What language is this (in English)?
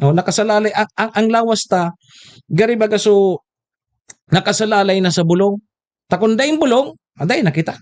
Bikol